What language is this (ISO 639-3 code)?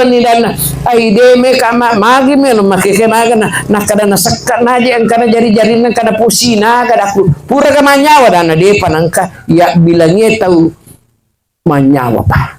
bug